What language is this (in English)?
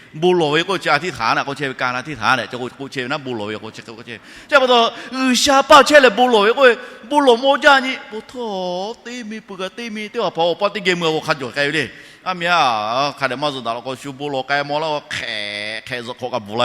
Lahu